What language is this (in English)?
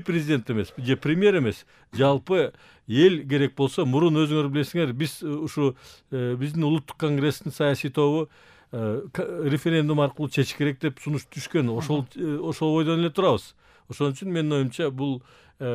Kyrgyz